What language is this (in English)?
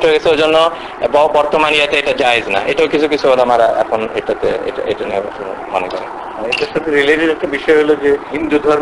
Bangla